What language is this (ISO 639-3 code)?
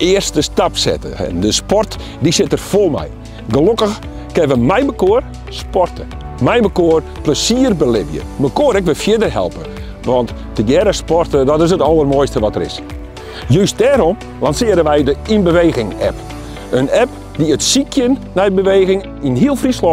fry